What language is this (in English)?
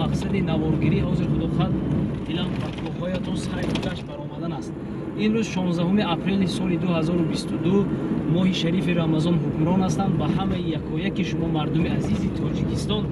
Tajik